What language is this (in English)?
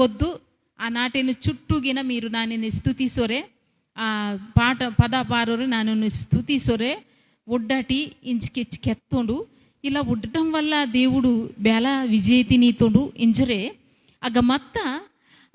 Koya